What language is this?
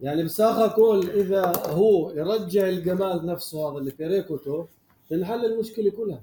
North Levantine Arabic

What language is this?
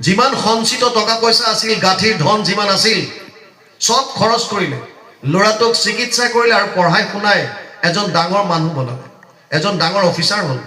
Assamese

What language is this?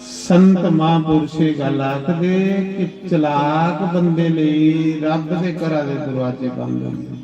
Dogri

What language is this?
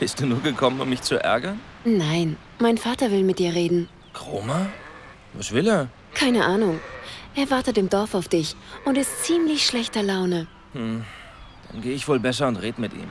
Bavarian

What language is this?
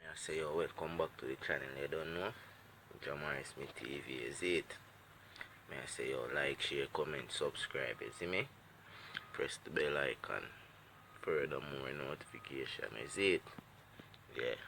Jamaican Creole English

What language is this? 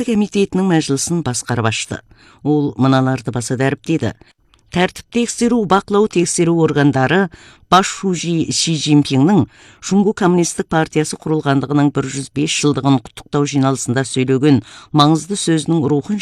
Kazakh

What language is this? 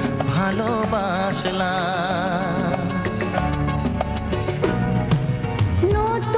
Bangla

